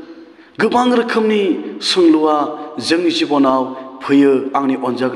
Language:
Bodo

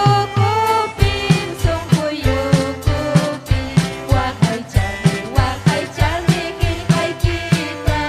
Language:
Ayacucho Quechua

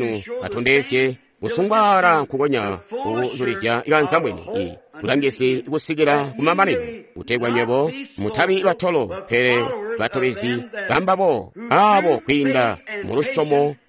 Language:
Tonga (Zambia)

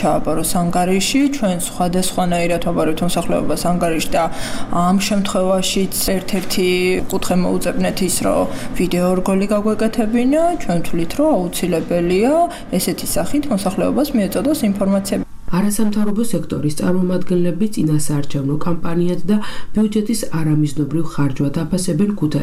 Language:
Georgian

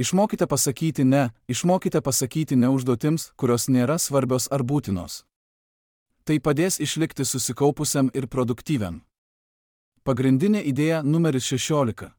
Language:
Lithuanian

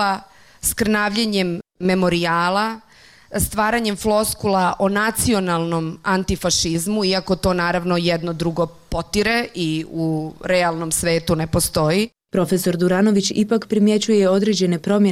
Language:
Bosnian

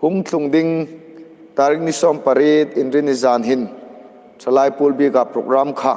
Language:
Hmar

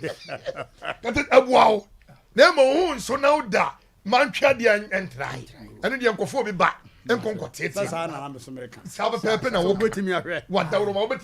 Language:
Akan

